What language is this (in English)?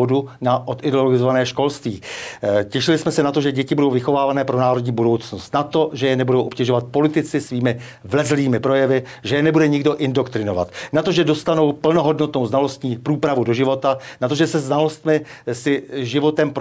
Czech